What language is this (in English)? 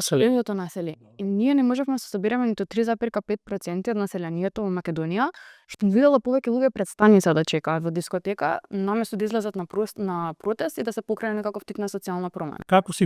Macedonian